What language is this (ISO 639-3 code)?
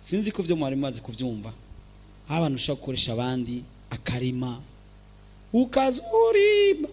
run